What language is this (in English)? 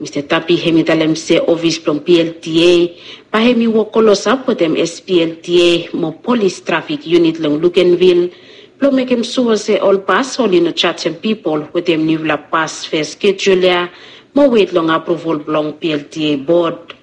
Bislama